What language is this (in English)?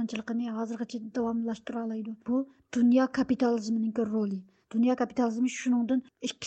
Uyghur